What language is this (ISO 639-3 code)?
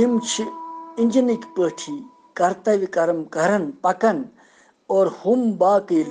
kas